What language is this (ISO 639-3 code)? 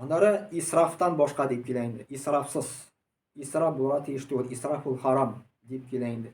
tat